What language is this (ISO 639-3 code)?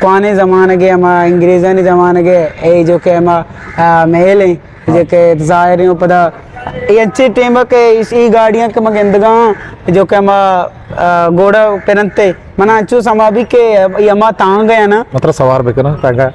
bgp